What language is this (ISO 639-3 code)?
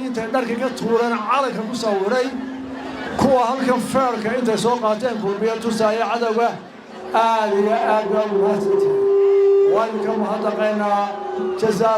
som